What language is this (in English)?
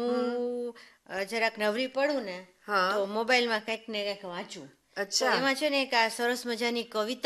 Gujarati